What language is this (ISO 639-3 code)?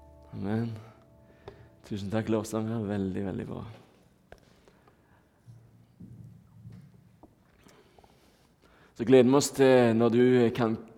nor